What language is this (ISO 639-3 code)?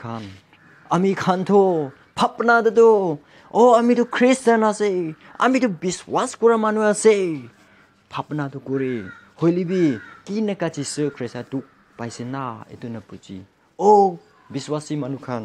nag